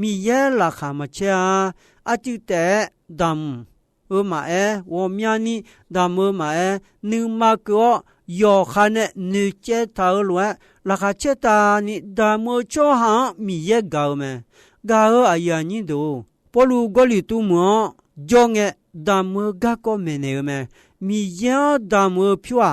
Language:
Akha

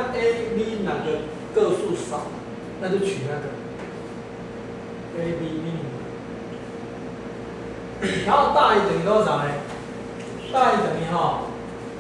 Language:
Chinese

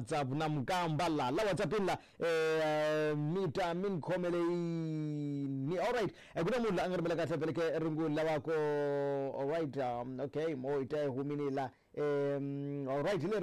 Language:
Tsonga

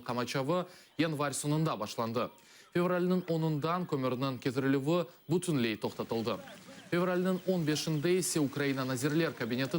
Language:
Crimean Tatar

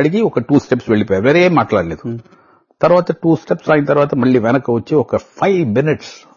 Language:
Telugu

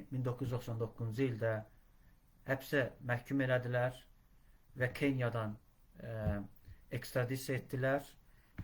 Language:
Azerbaijani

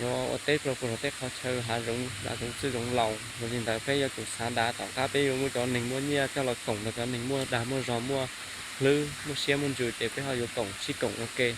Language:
Hmong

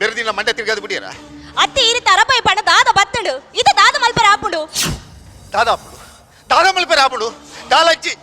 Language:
Tulu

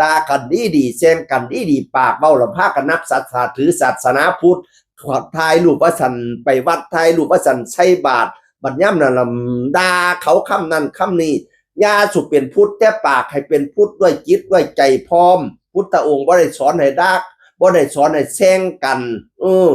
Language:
Northeastern Thai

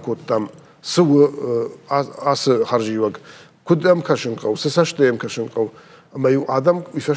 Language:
Ossetic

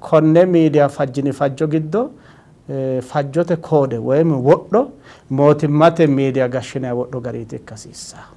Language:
Sidamo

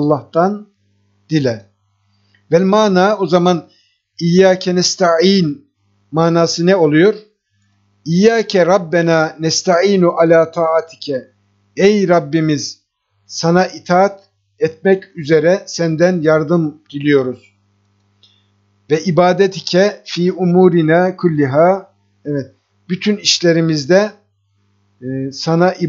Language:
Turkish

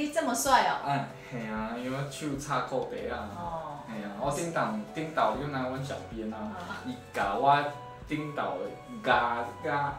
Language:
Min Nan Chinese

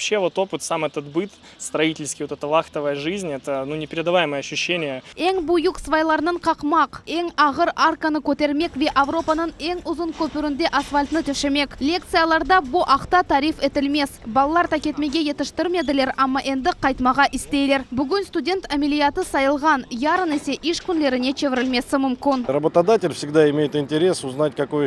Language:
Crimean Tatar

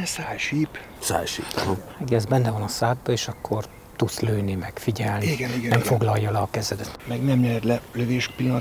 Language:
Hungarian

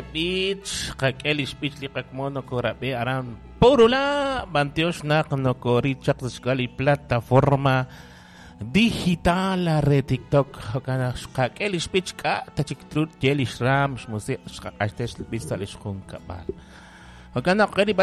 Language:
Kekchí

